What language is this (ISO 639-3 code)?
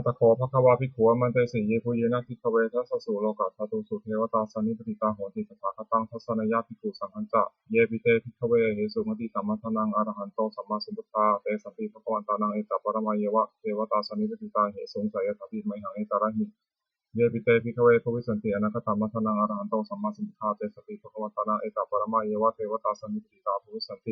pli